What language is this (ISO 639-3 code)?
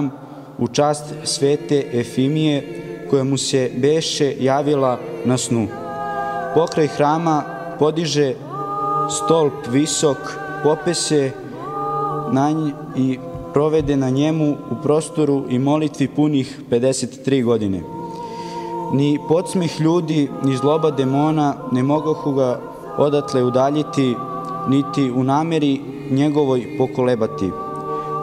srp